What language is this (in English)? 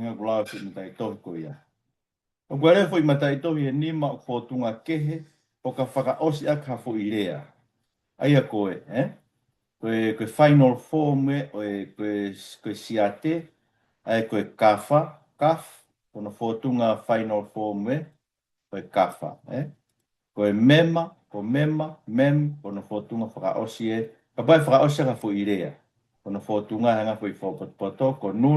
Tongan